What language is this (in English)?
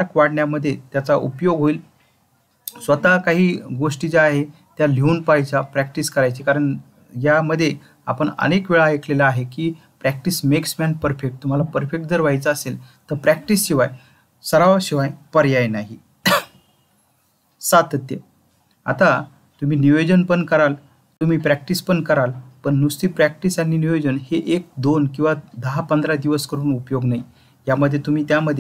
Marathi